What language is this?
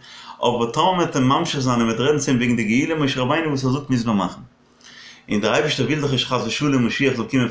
Yiddish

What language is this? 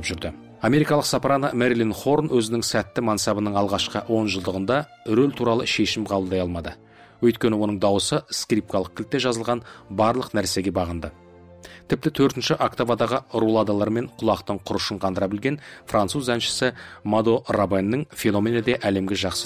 Kazakh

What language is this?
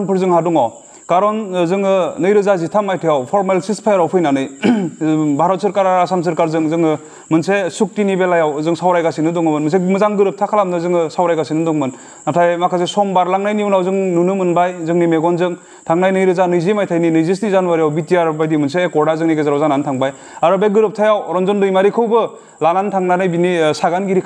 Bodo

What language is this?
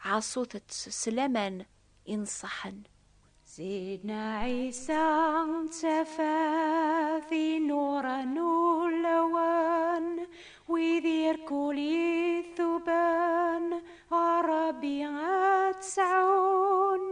Kabyle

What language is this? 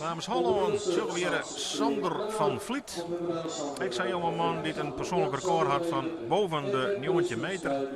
Western Frisian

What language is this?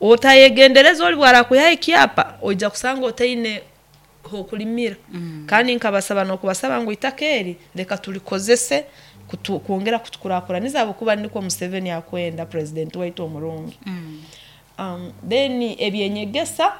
Nyoro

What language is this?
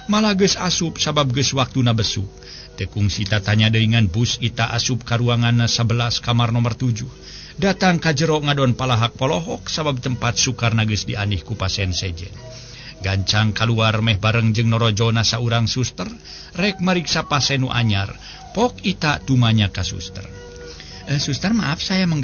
Sundanese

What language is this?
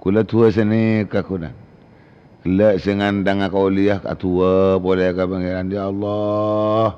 Madurese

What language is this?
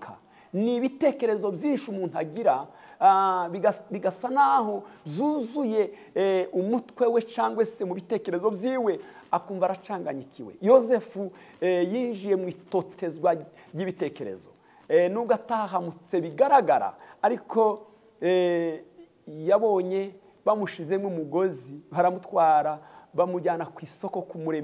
Kinyarwanda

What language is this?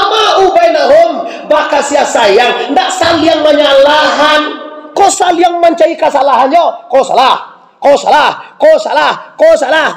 Minangkabau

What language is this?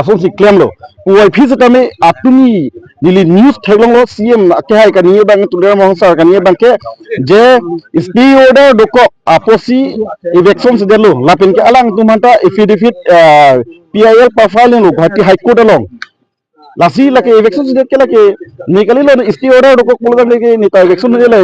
Karbi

